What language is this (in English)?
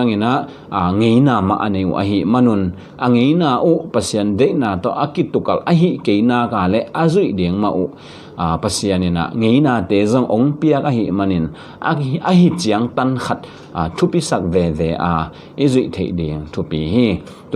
Tedim Chin